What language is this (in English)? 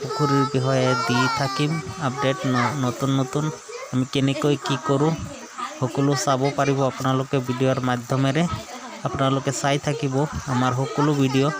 Assamese